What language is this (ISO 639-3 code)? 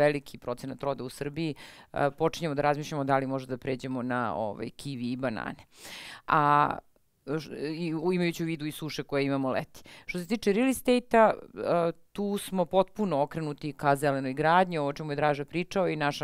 srp